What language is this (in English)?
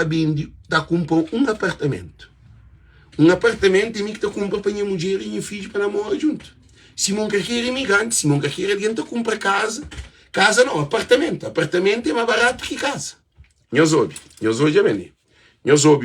Kabuverdianu